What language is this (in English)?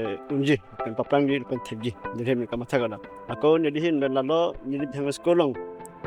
Karbi